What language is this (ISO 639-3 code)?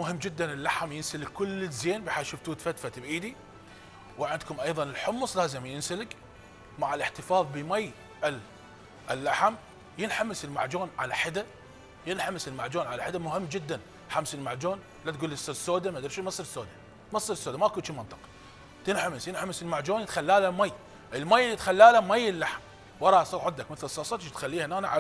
acm